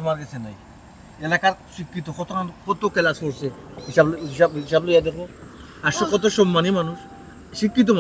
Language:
Sylheti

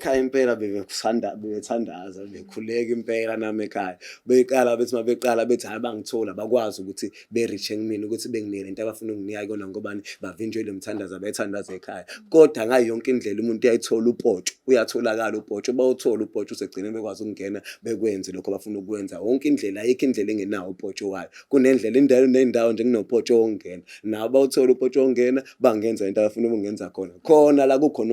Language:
Zulu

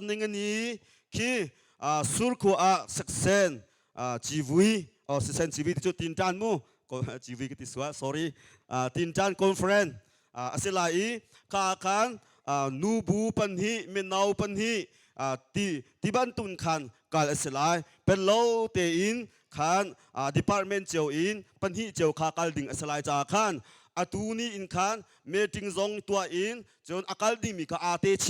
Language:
Hakha Chin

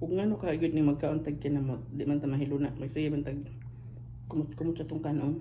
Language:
Cebuano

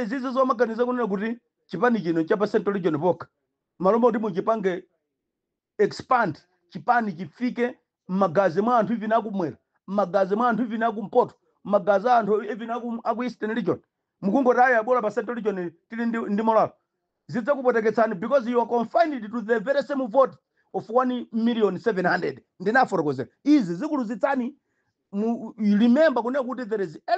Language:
Nyanja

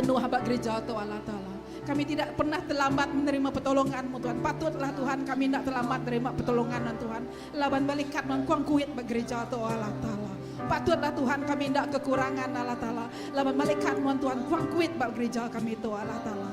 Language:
Iban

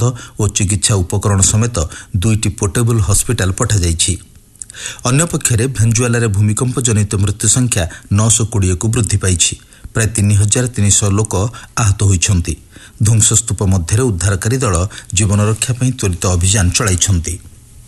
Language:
Odia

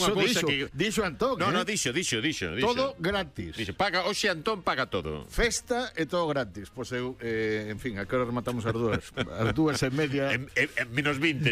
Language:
Galician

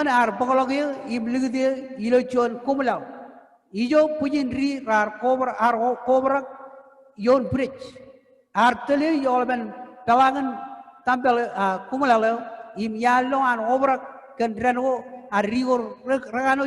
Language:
Marshallese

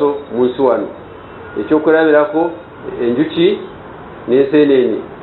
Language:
Ganda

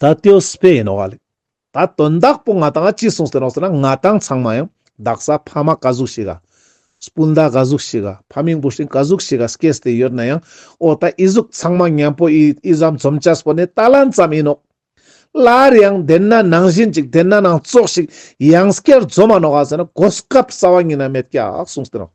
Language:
Ladakhi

